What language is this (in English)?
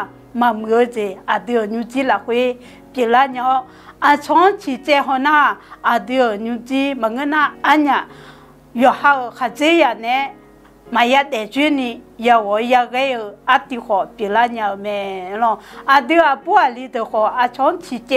Akha